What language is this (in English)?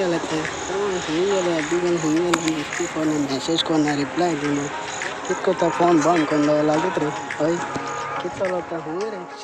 Konkani